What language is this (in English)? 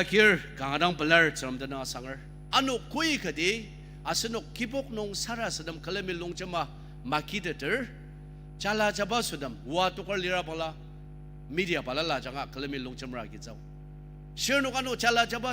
Ao Naga